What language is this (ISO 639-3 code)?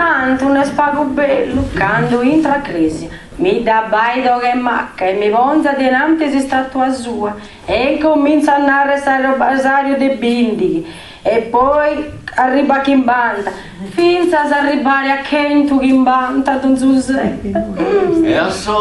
srd